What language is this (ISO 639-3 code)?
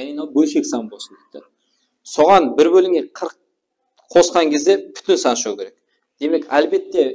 kaa